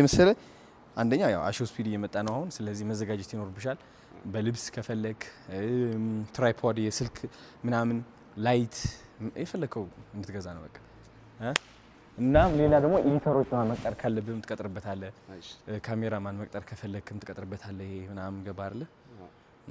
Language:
Amharic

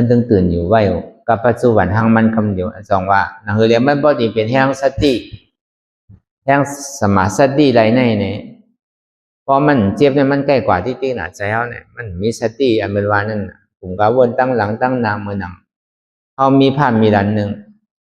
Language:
Shan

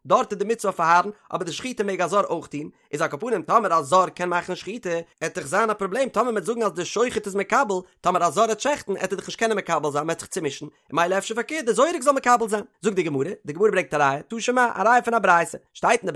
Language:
Yiddish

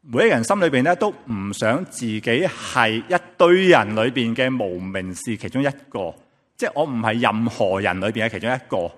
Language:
Cantonese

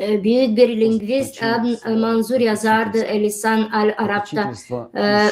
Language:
Gagauz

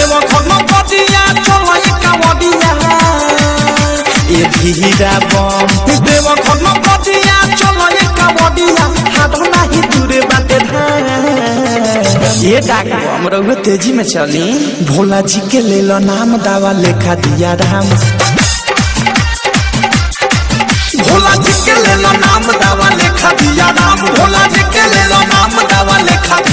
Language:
Bhojpuri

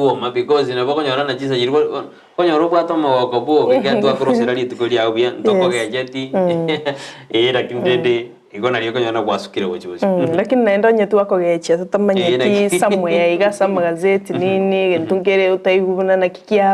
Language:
Gusii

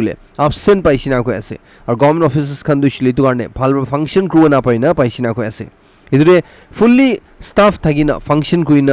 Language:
Naga Pidgin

